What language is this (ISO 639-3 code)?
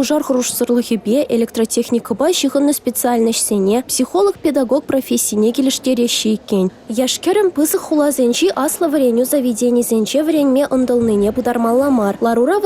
chv